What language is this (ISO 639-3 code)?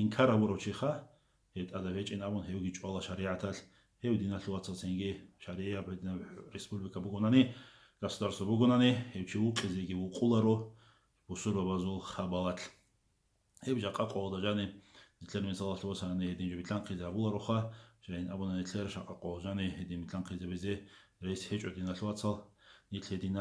ava